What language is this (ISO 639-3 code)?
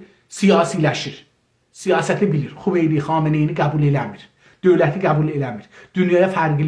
azb